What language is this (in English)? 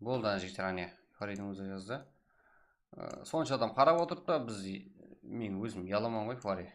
Kara-Kalpak